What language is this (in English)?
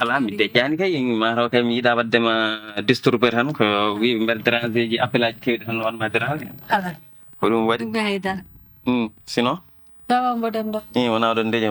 Fula